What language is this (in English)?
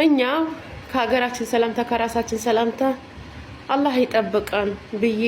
Amharic